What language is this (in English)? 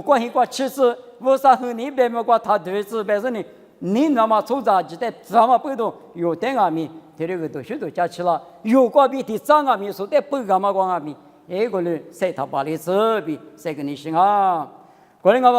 Lisu